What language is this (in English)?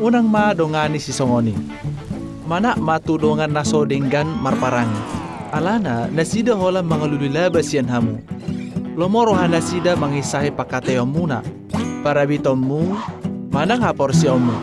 Batak Toba